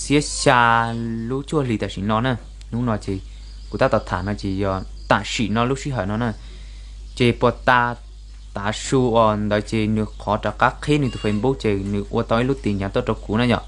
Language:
Hmong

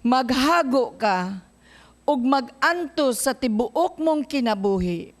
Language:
Cebuano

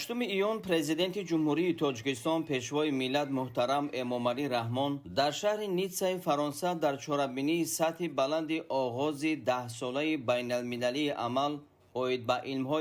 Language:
Tajik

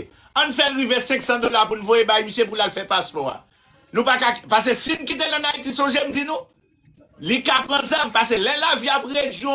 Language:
Haitian Creole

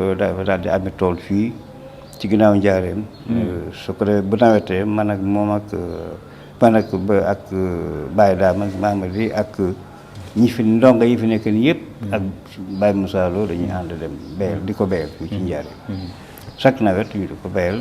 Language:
Wolof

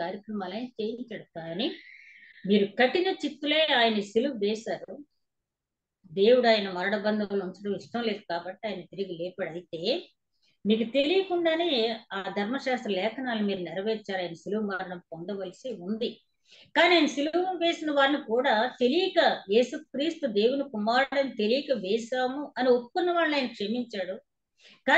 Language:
Telugu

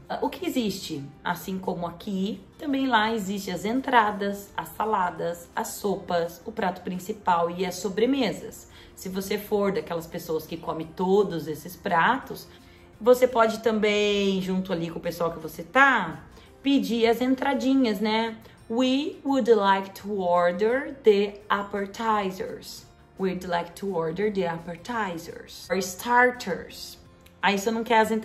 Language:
Portuguese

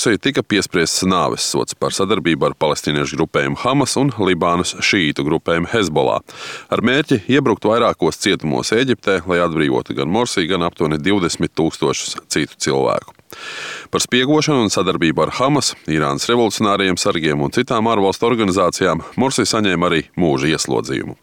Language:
Latvian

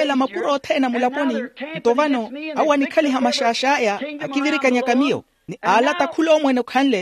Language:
Makhuwa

